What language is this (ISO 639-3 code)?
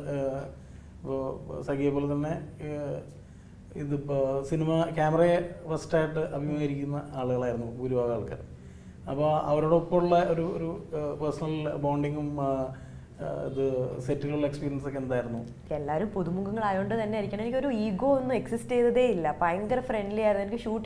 mal